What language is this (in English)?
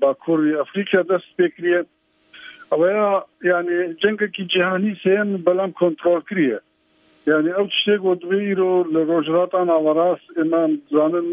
Kurdish